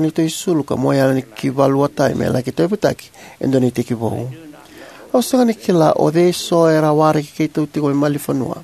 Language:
Fijian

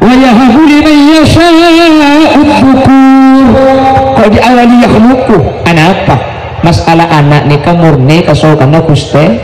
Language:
Madurese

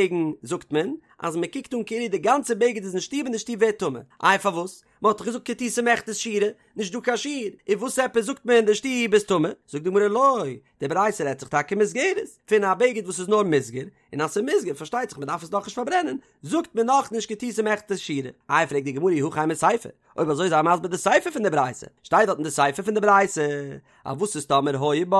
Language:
Yiddish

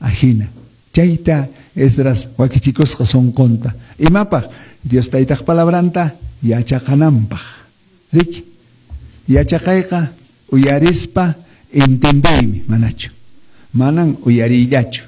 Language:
Quechua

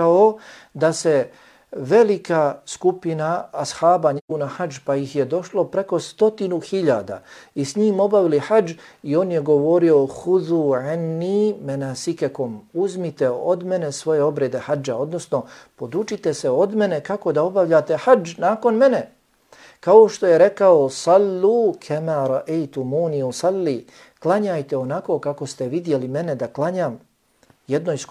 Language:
Bosnian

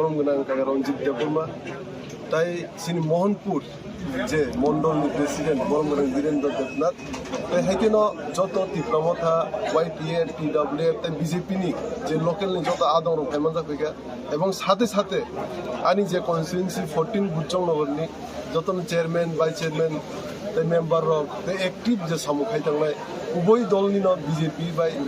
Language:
Kok Borok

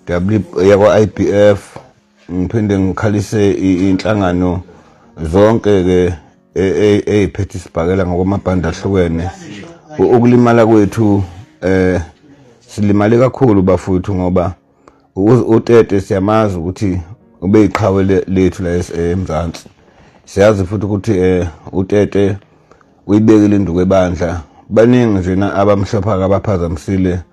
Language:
Zulu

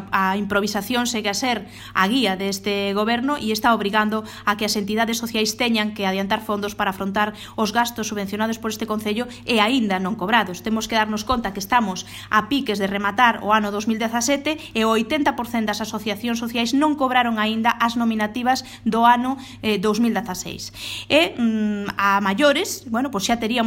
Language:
Galician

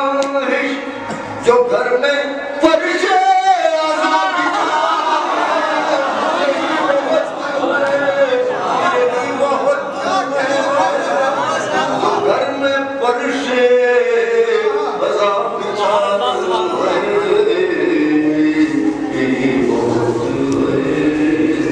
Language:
Urdu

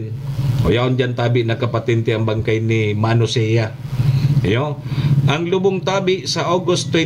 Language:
Bikol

